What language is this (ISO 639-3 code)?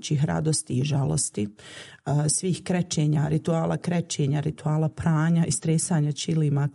bos